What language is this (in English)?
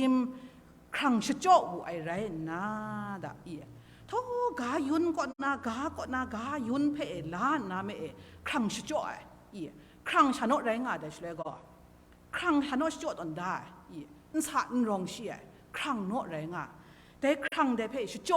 Kachin